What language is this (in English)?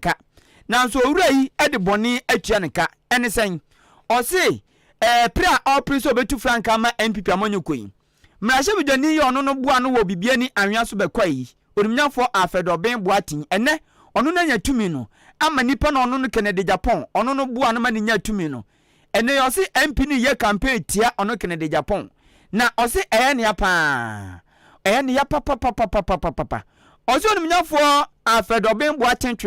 Akan